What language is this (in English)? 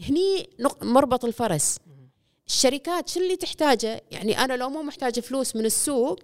Gulf Arabic